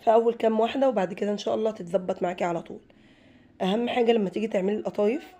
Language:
Egyptian Arabic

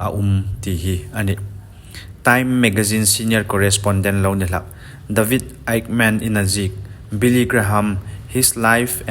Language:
Hmar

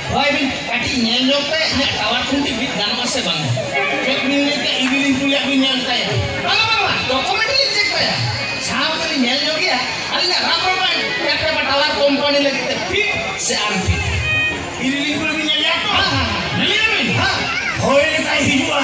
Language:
Santali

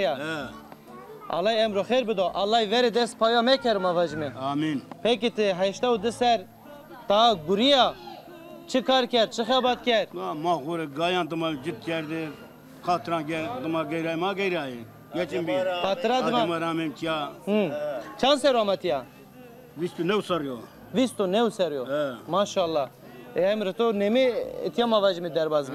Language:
Zaza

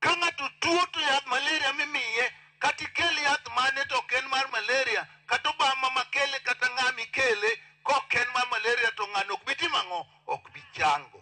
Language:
Luo (Kenya and Tanzania)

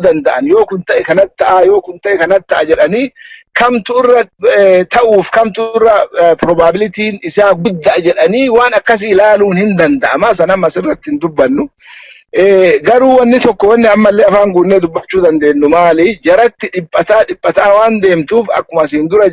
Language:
Oromo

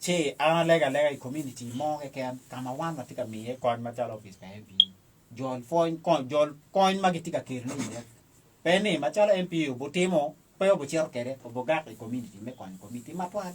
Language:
Acoli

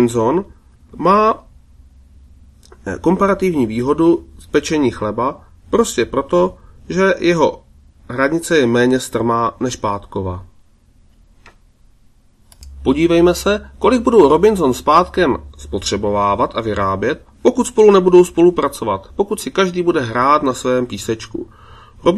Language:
Czech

